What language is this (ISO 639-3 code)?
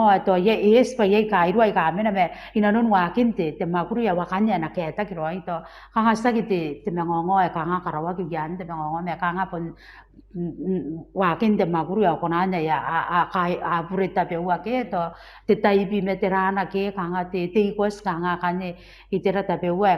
gil